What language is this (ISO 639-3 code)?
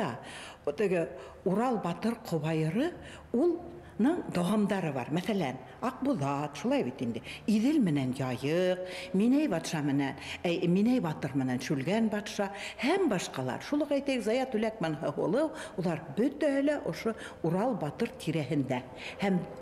bak